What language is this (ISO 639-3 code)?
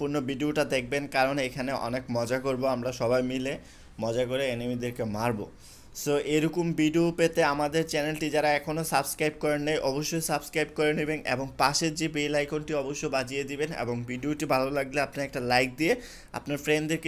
ben